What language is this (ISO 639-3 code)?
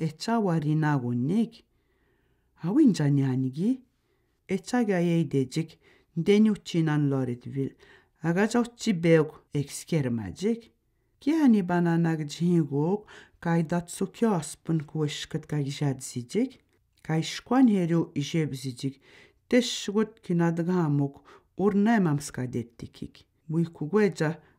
atj